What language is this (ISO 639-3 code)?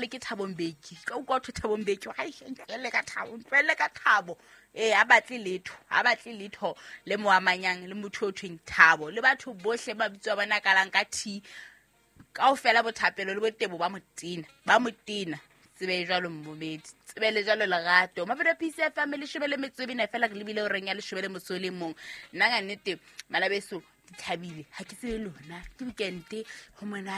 sot